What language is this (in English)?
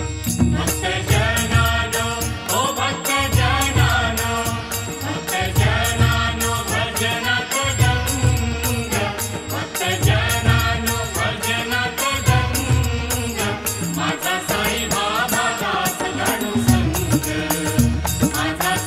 Marathi